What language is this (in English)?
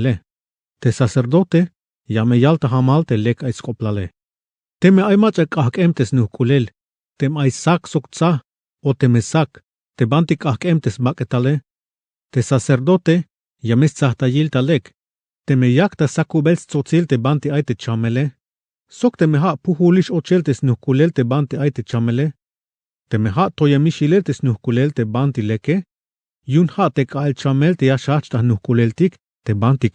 Tzeltal